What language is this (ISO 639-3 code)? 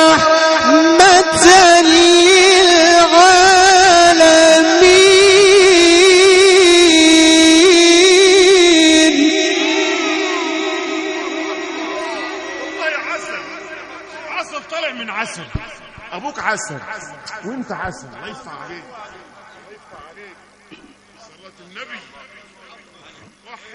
ara